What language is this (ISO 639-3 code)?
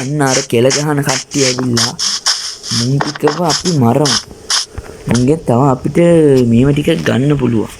sin